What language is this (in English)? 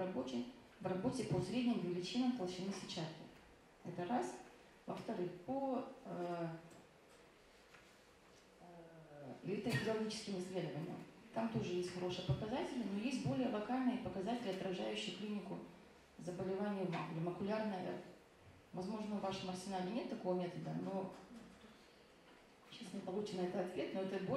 Russian